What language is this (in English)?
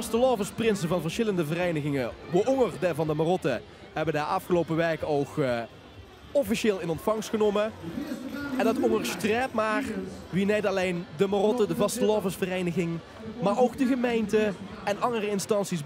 Limburgish